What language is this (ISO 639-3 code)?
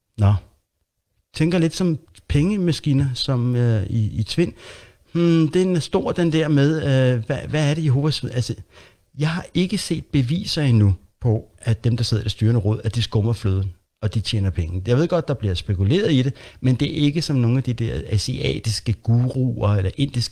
dan